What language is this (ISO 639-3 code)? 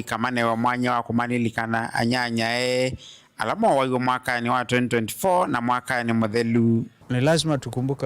kam